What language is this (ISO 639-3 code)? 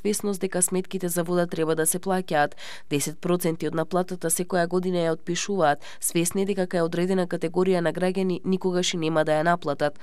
mkd